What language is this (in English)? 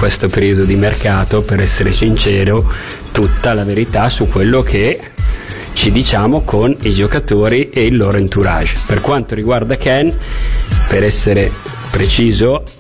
Italian